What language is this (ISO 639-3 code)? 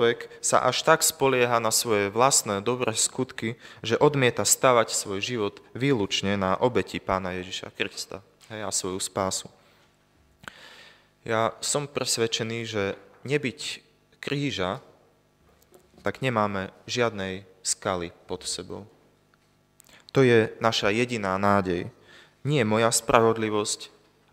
slk